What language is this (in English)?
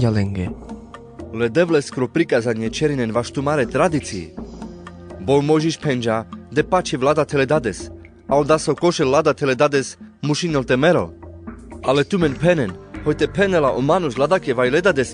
Carpathian Romani